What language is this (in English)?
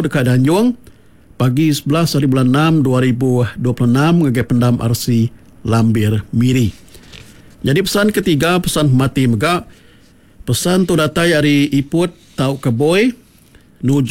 Iban